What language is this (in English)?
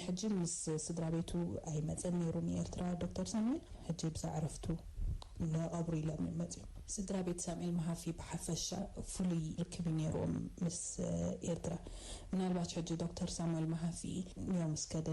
Tigrinya